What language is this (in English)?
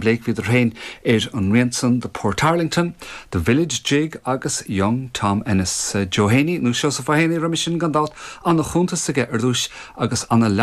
Irish